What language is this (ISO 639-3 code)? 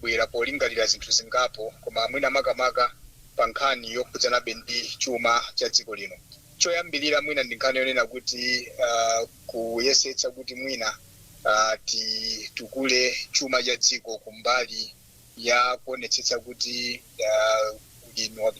nya